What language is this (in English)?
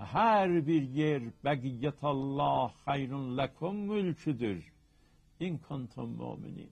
South Azerbaijani